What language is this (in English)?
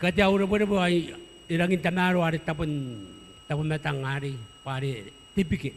Gilbertese